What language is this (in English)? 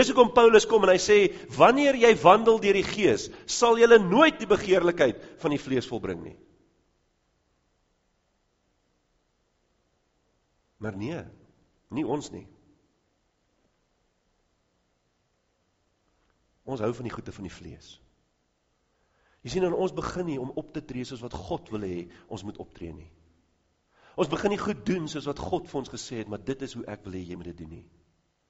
Afrikaans